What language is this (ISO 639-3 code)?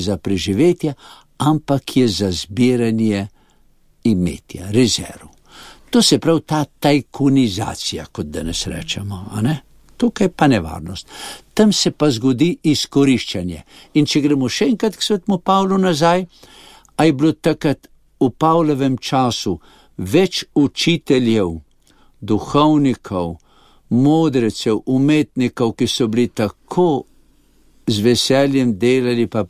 slv